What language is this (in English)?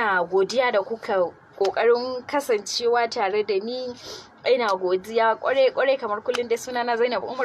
Hausa